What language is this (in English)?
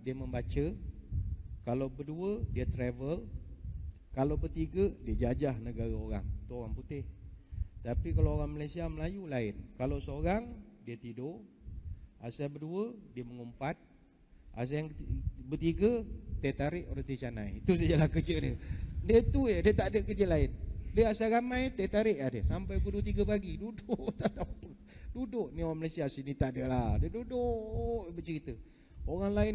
Malay